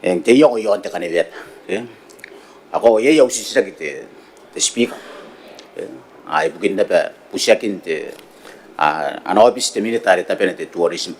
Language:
Gilbertese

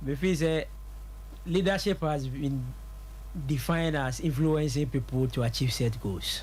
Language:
Akan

